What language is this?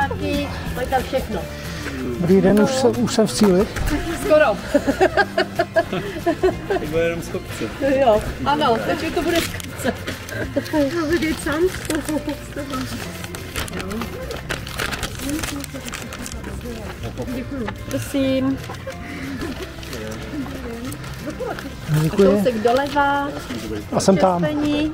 Czech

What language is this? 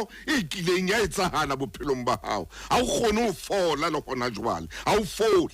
Southern Sotho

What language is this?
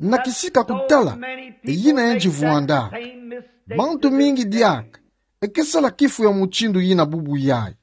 Kituba (Democratic Republic of Congo)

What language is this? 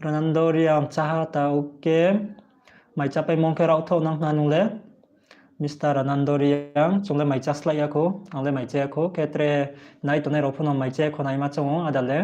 Riang (India)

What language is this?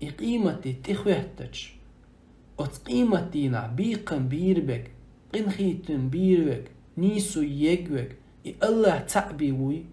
Chechen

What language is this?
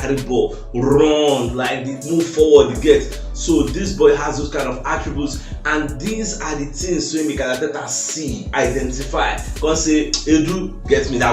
Nigerian Pidgin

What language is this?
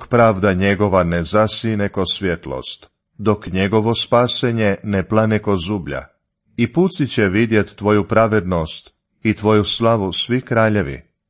Croatian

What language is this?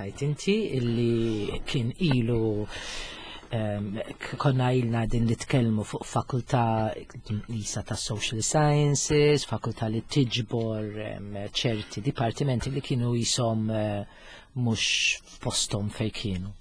Maltese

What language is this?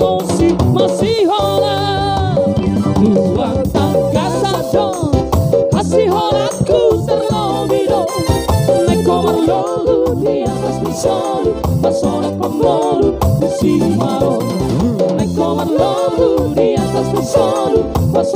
Batak Toba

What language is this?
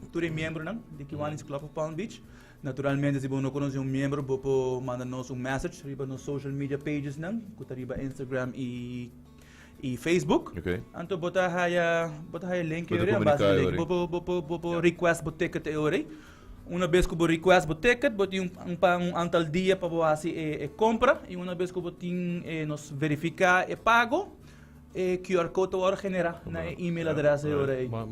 Papiamento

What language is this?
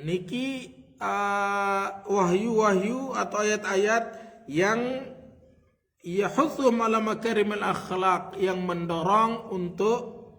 Sasak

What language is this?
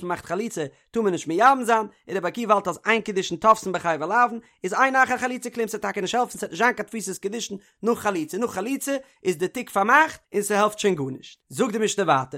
Yiddish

